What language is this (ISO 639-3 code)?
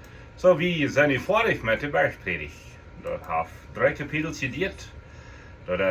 pdt